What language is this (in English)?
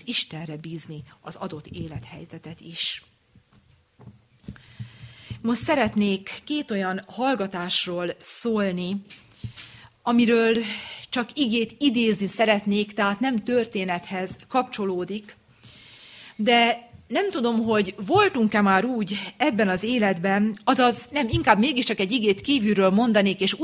Hungarian